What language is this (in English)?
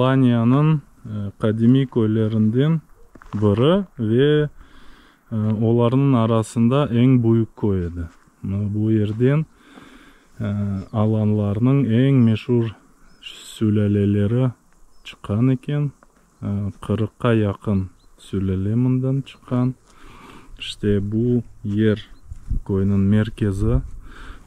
Crimean Tatar